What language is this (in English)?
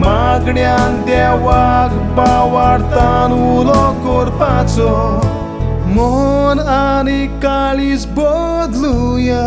Konkani